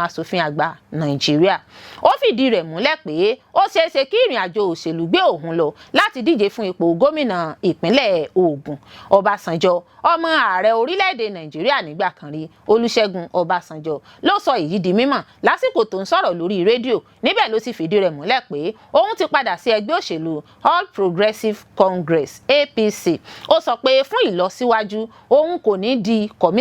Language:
Yoruba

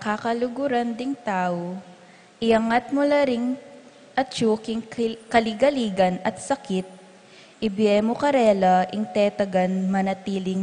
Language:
Pampanga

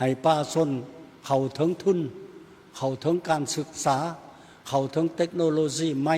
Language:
Lao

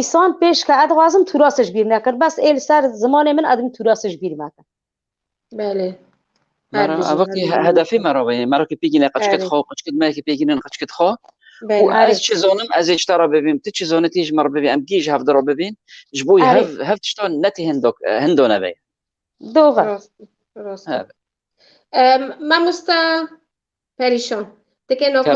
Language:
Kurdish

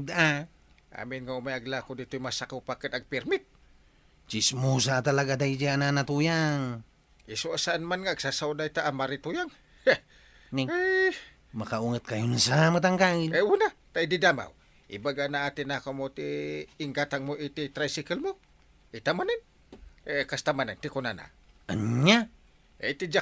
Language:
Iloko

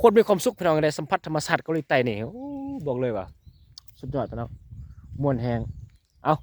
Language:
Lao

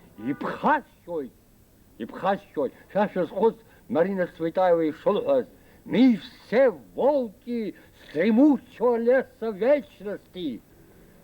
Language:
Abkhazian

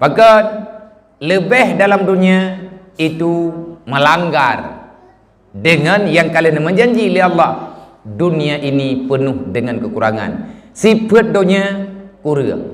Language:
Achinese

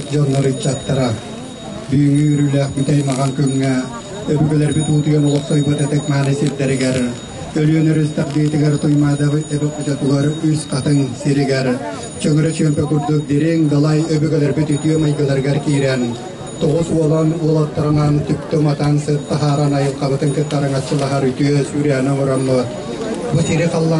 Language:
Yakut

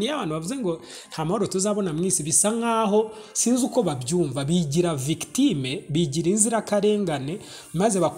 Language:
Kinyarwanda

